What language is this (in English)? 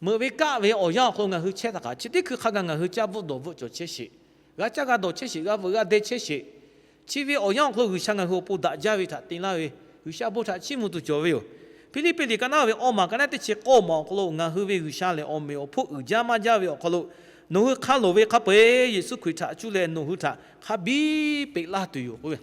Lahu